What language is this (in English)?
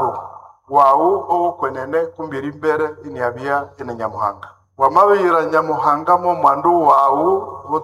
Nande